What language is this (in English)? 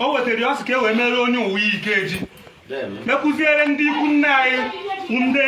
Igbo